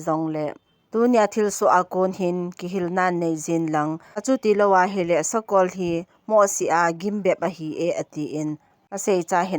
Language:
Thado Chin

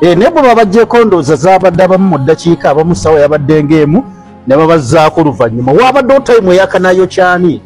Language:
Ganda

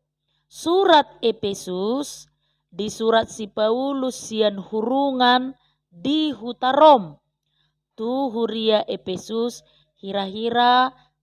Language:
Batak Toba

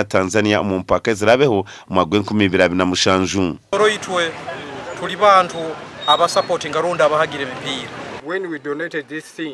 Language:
Nyankole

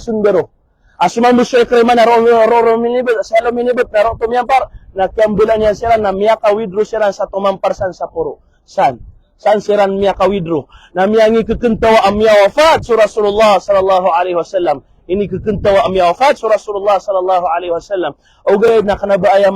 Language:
Maranao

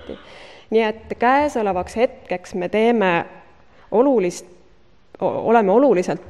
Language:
Estonian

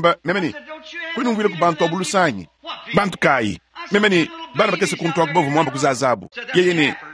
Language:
Luba-Lulua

